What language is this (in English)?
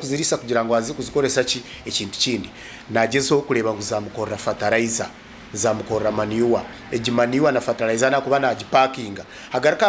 Nyankole